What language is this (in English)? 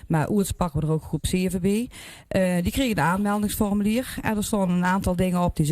Limburgish